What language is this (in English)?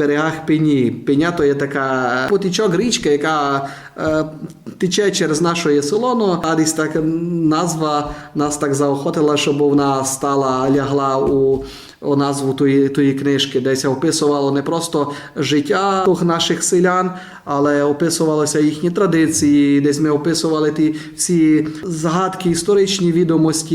Rusyn